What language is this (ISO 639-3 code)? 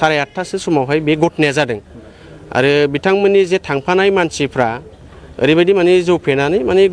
brx